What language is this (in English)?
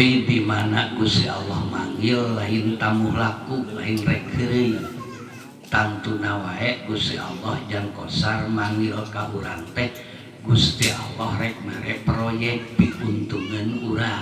Sundanese